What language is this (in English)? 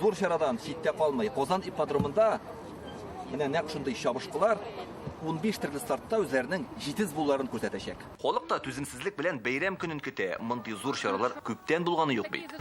Tatar